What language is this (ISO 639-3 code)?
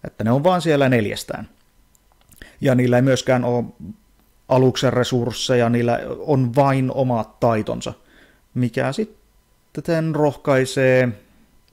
fin